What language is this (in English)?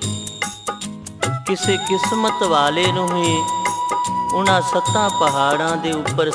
Punjabi